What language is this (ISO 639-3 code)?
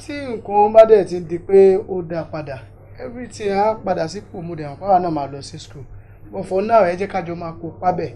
yor